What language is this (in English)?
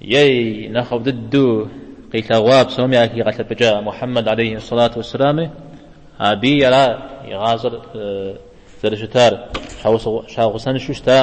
Kabardian